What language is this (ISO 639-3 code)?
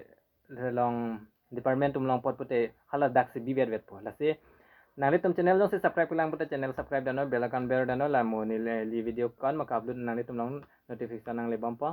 mjw